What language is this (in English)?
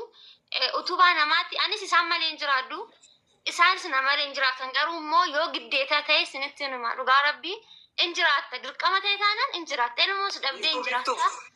Oromo